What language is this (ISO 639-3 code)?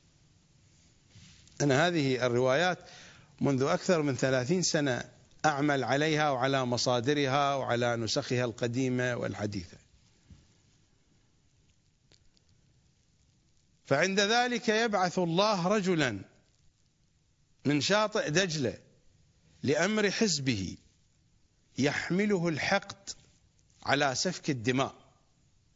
ara